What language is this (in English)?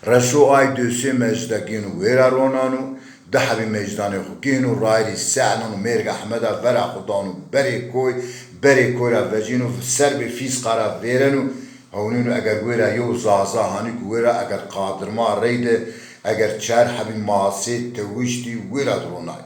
Zaza